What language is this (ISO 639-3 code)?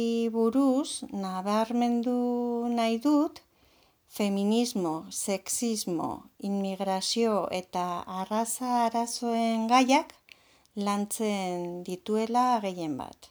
eus